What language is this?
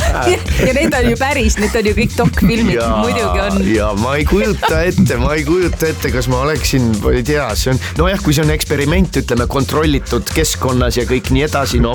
Estonian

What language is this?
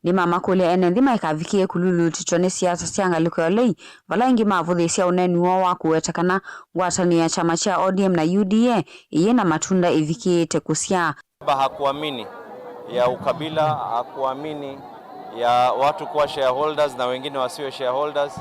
Kamba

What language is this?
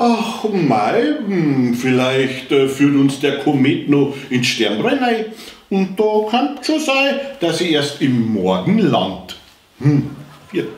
Bavarian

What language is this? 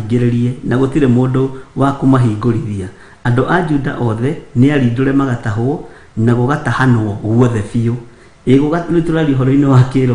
Kikuyu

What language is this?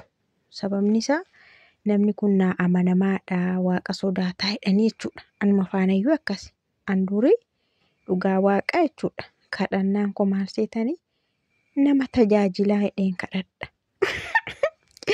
Oromo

